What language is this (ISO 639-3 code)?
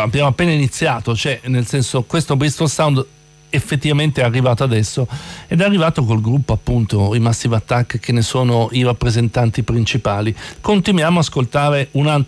ita